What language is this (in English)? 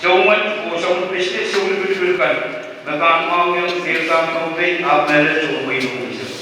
Pohnpeian